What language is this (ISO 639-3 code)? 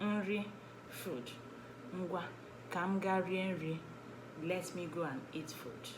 ibo